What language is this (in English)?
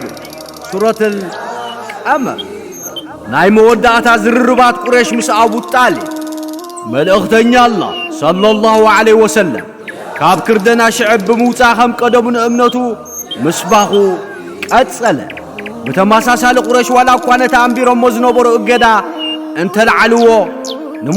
Tigrinya